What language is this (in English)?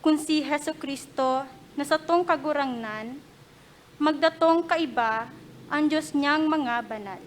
Bikol